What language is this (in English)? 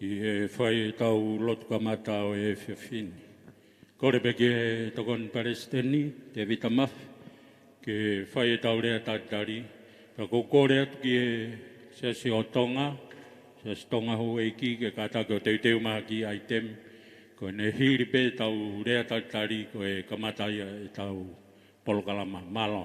Tongan